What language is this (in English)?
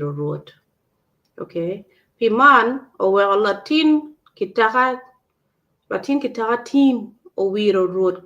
Acoli